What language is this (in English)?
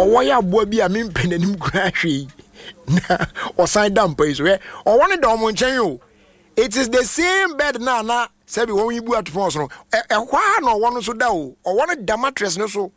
Akan